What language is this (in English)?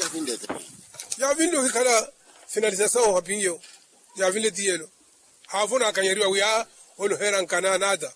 Makhuwa